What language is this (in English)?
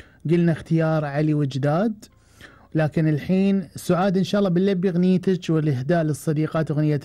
Gulf Arabic